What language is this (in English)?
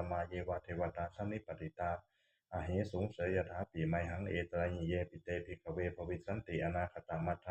Pali